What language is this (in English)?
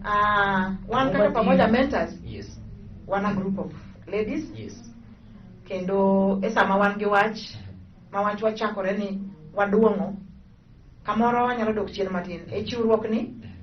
Luo (Kenya and Tanzania)